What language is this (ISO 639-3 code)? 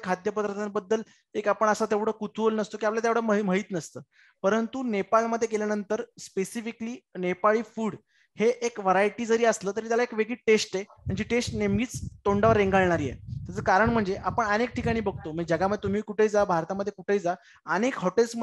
mar